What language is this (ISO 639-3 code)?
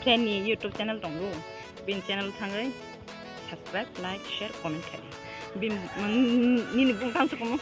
trp